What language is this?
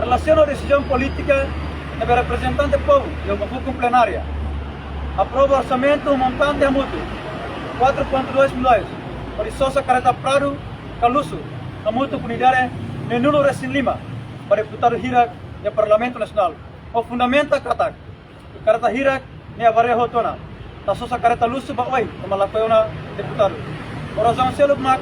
Tetum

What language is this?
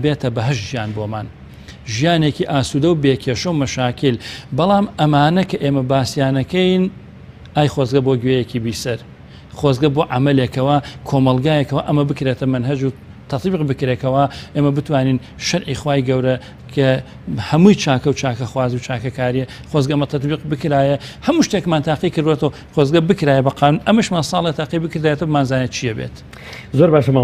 Central Kurdish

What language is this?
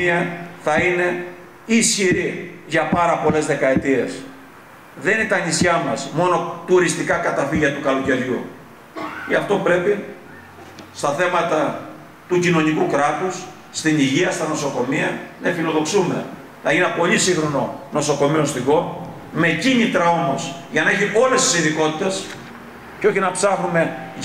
Greek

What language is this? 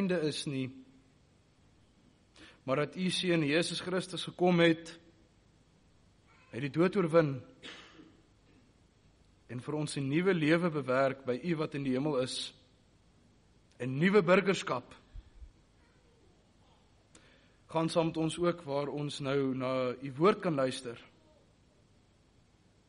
Afrikaans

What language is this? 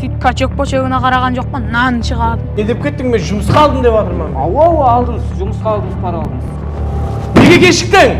Kara-Kalpak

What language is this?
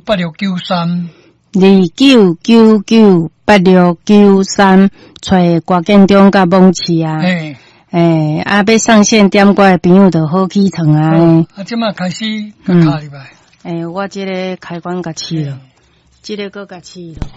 Min Nan Chinese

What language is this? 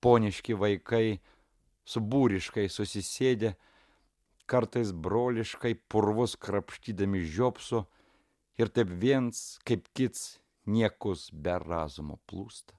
Lithuanian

